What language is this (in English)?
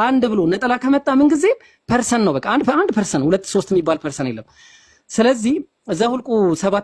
Amharic